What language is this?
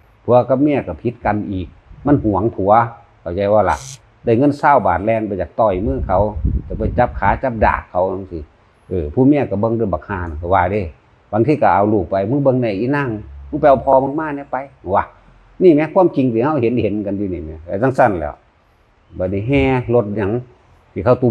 Northeastern Thai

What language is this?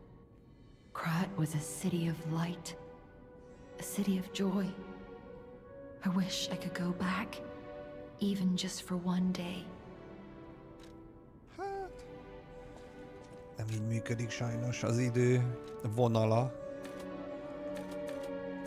Hungarian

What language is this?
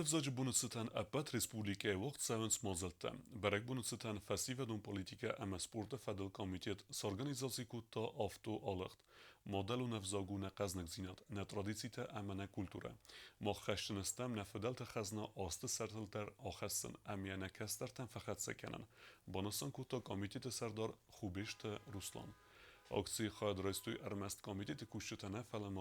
Ossetic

